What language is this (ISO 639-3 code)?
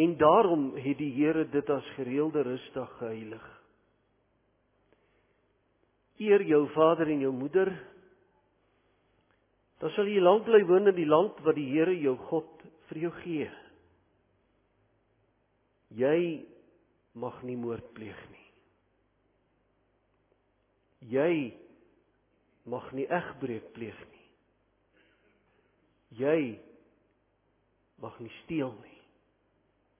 afr